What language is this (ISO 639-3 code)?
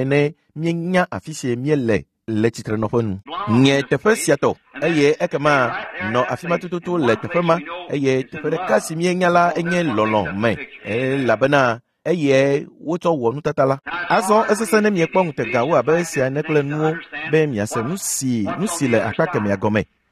ewe